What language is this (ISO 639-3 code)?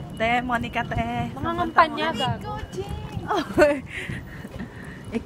fil